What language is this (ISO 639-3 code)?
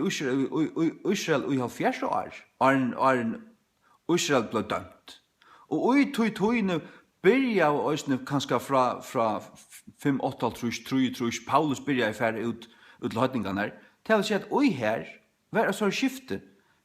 fao